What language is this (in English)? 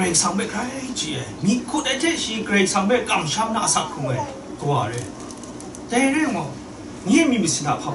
Kachin